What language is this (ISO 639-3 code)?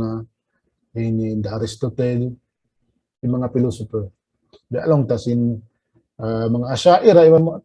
tsg